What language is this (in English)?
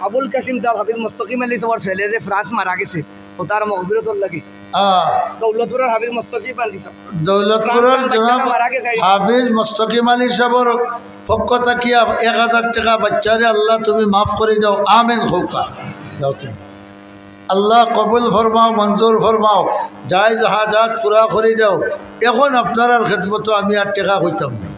Sylheti